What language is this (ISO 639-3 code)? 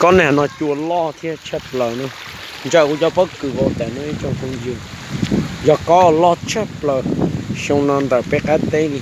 hmn